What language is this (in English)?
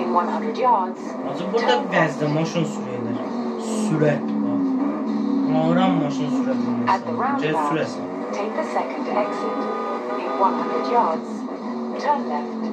South Azerbaijani